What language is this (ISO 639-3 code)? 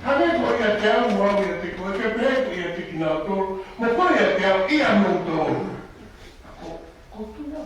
ton